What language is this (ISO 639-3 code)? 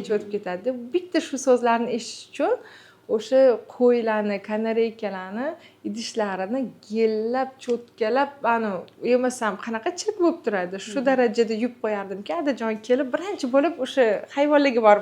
uzb